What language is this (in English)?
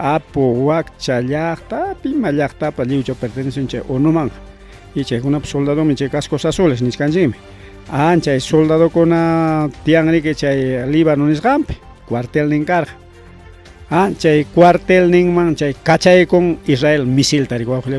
Ayacucho Quechua